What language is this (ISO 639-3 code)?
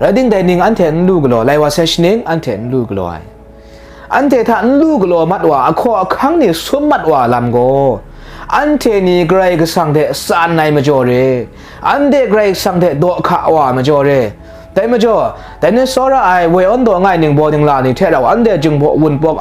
kac